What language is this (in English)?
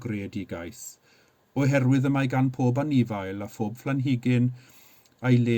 Welsh